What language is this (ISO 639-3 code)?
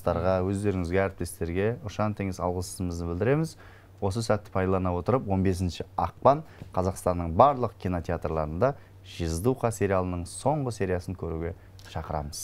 kaz